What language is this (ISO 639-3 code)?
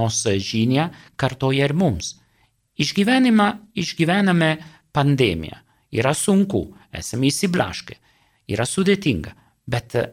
lit